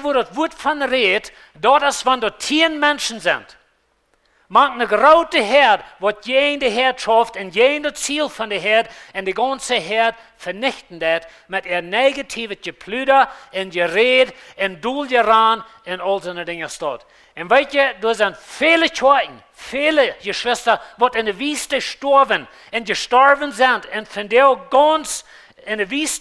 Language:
Plautdietsch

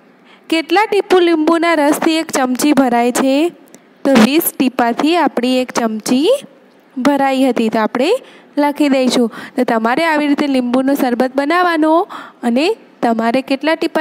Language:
Gujarati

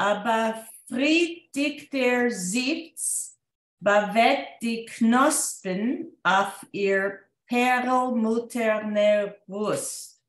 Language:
Yiddish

